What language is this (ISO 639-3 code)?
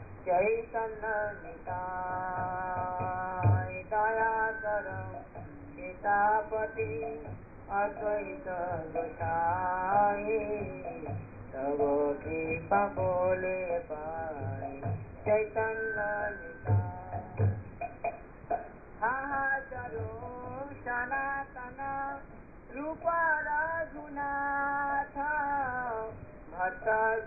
hin